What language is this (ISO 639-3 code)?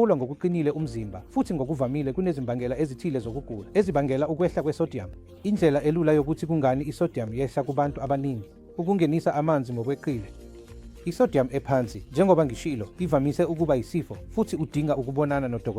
zul